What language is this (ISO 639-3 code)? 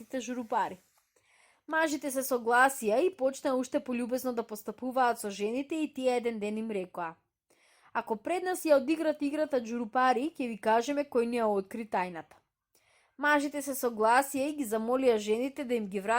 mkd